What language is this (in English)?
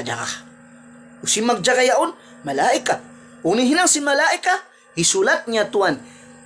Tausug